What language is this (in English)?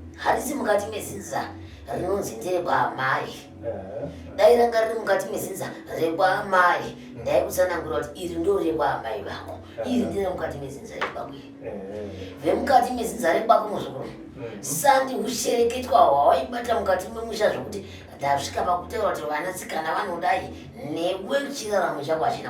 Shona